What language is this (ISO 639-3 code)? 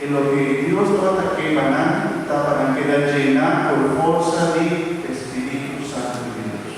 pap